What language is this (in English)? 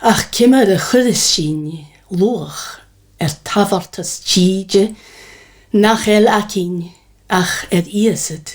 Scottish Gaelic